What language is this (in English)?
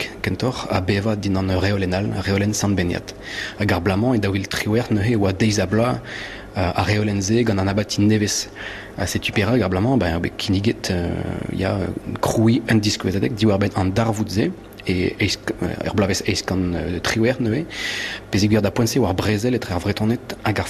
Breton